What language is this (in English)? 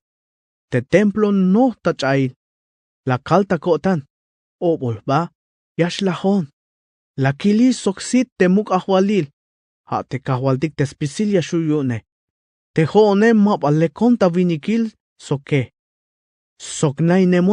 Tzeltal